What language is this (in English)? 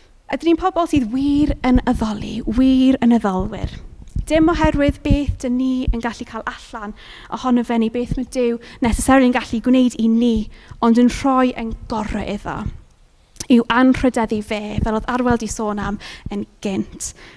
Welsh